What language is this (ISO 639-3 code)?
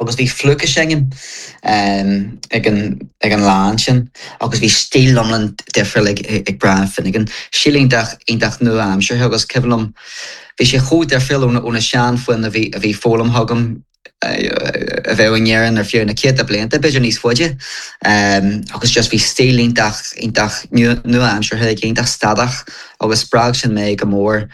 gle